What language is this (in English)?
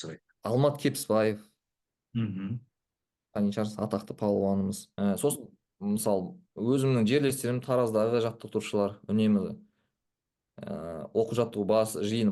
Kazakh